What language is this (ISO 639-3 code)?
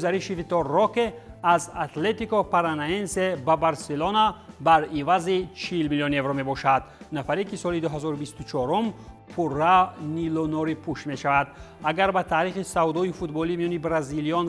tgk